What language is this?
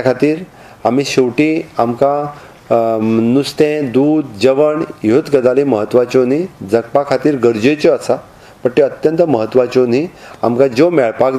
Konkani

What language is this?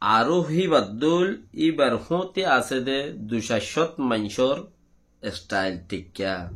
Rohingya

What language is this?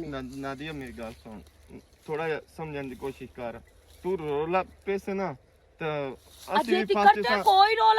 Western Panjabi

